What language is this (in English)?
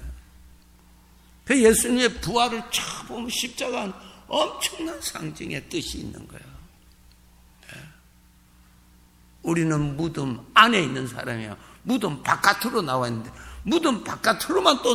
Korean